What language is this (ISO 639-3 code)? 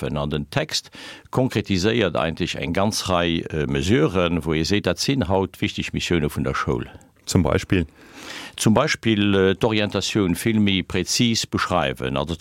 ltz